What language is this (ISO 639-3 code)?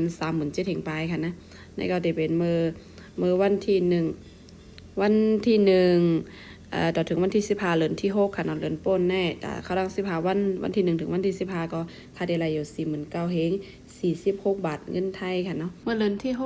shn